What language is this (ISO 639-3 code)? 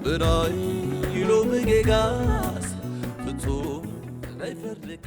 tir